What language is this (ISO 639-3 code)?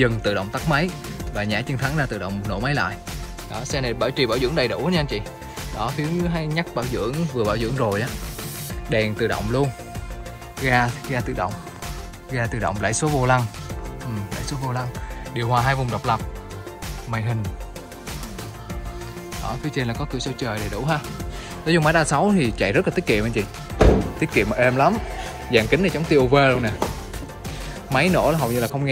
vie